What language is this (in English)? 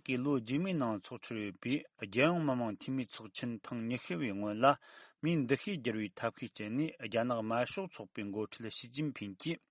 Tibetan